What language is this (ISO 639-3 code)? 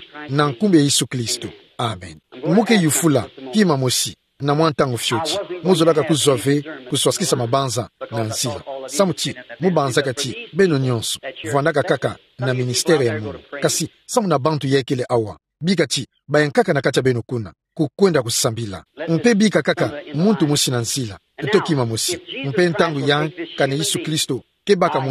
ktu